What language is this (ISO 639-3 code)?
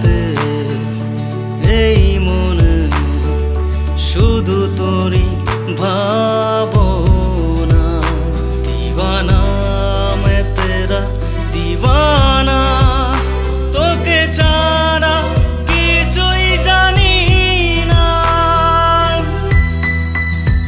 ben